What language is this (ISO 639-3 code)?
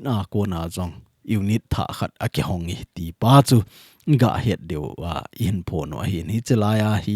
tcz